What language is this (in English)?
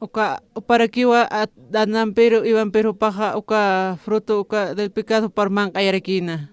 Aymara